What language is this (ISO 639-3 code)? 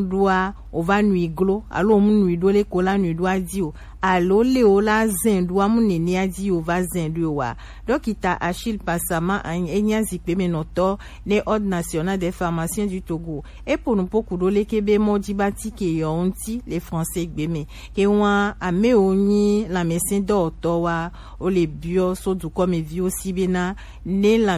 gej